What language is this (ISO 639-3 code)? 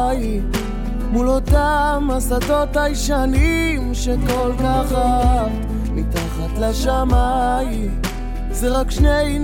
heb